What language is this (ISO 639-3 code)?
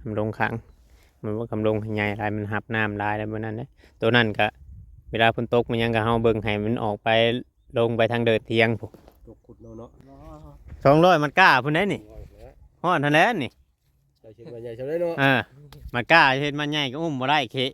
tts